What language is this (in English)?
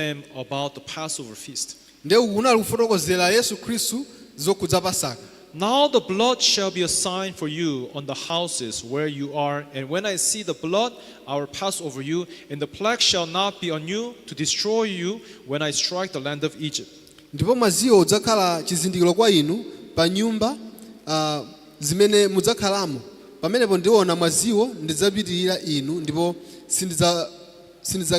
Nyanja